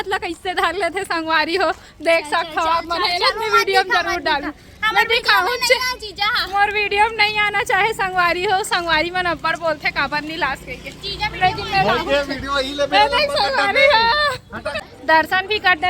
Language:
Chhattisgarhi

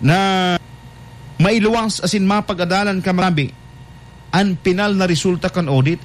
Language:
Bikol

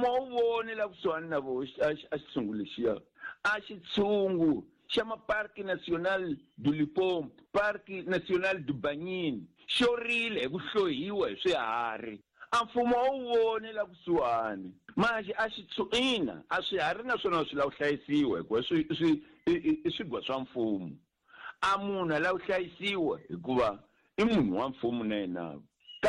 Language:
Tsonga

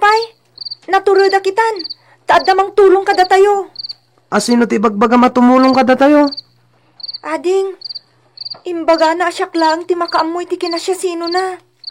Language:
Iloko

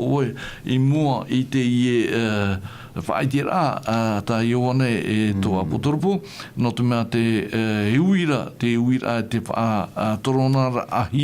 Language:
Tahitian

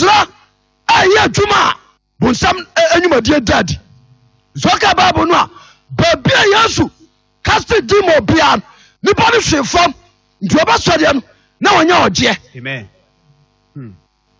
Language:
Akan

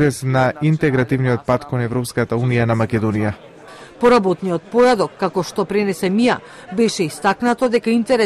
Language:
Macedonian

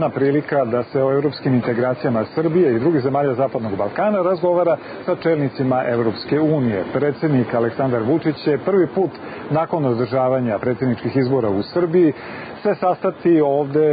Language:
Serbian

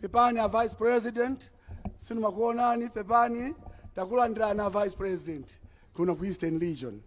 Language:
Nyanja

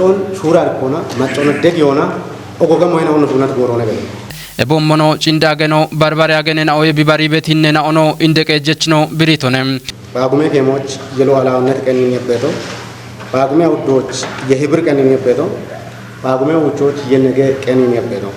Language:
Kafa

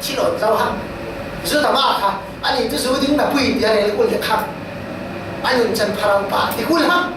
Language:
Falam Chin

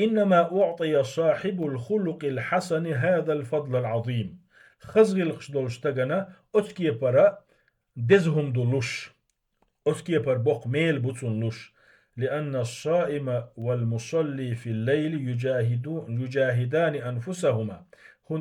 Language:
Chechen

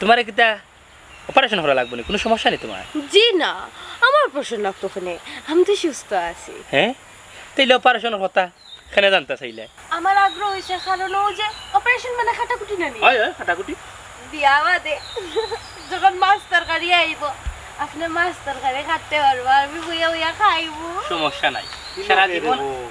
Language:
Sylheti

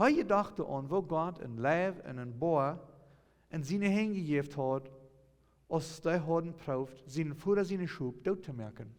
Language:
Plautdietsch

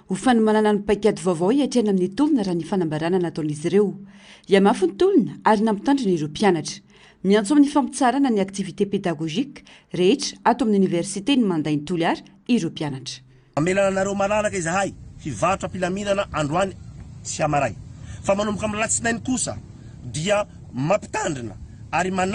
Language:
Malagasy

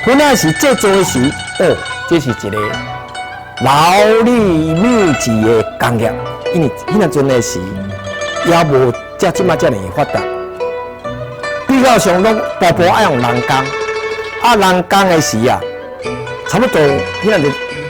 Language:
Min Nan Chinese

